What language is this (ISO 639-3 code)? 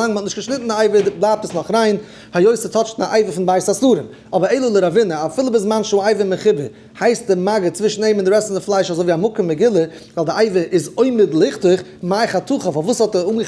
yid